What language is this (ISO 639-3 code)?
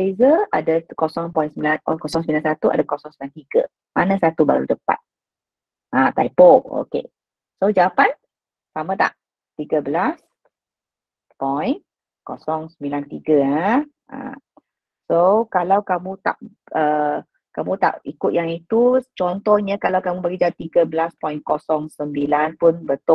msa